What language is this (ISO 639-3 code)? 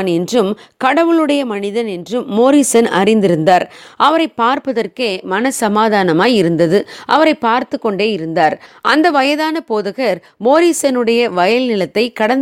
tam